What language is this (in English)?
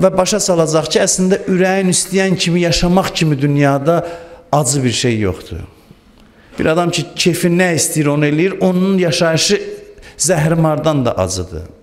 Azerbaijani